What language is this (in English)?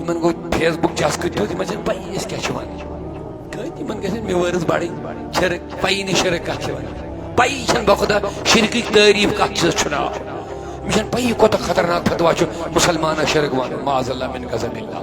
Kashmiri